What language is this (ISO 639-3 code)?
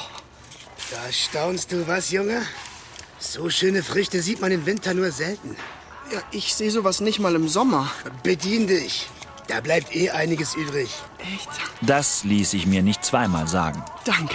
gsw